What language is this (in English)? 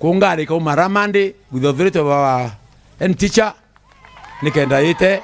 Meru